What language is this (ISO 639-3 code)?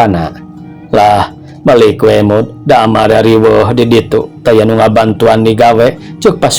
sun